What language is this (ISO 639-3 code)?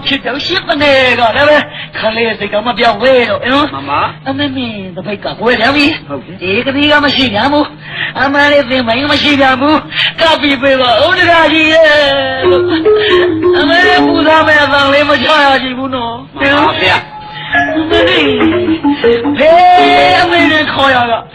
mya